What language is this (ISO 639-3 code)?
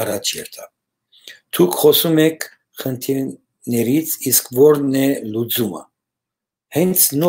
hyw